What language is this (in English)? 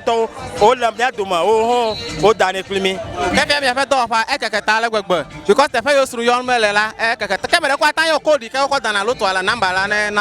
Ewe